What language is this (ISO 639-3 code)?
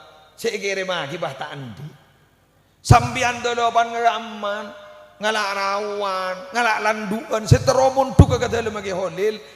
mad